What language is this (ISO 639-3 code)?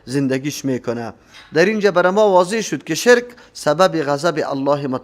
fas